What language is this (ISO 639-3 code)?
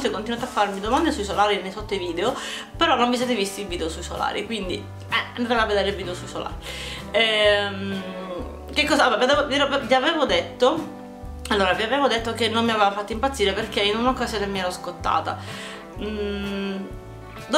ita